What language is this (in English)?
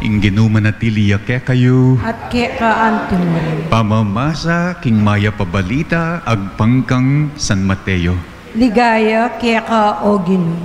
Pampanga